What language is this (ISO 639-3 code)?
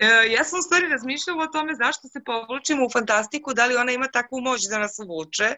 srp